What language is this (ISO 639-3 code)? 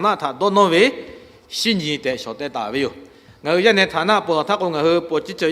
lhu